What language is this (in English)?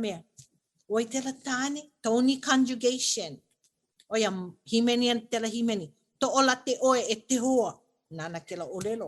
Hawaiian